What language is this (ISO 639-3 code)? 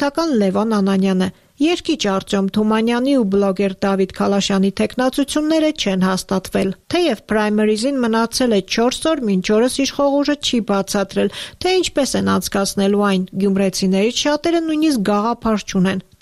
hye